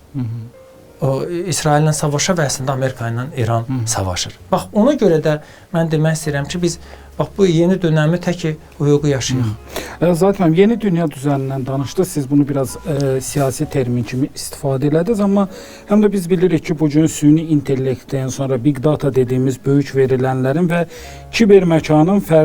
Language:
Azerbaijani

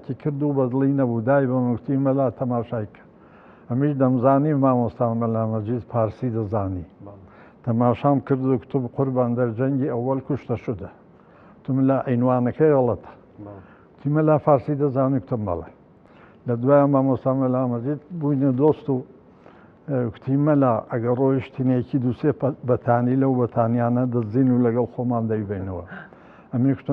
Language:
Central Kurdish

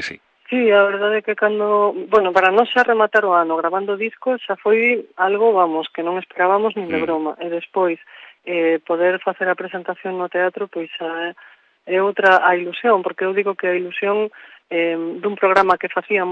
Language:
Galician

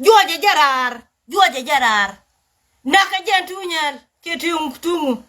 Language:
Nuer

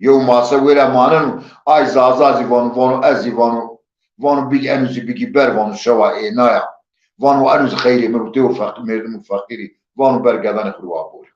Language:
Zaza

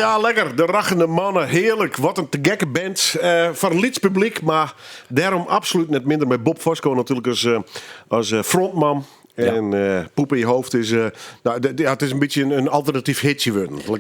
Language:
Western Frisian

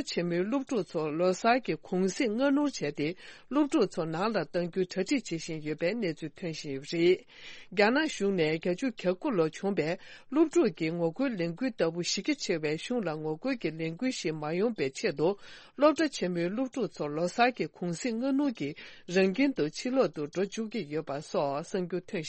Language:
Tibetan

